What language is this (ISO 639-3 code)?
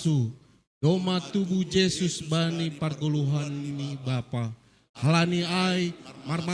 bts